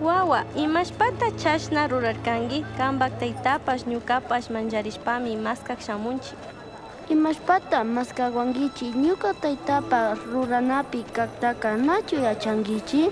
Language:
Chimborazo Highland Quichua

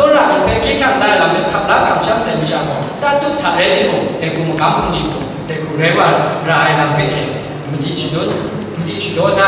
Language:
Kachin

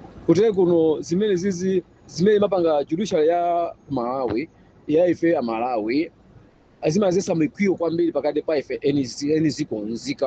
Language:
Nyanja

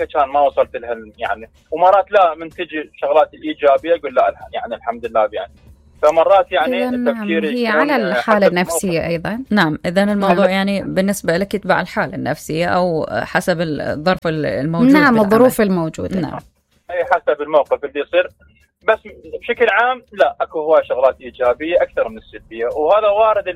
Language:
Mesopotamian Arabic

